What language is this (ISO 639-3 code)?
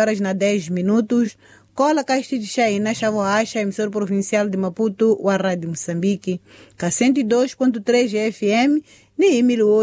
tso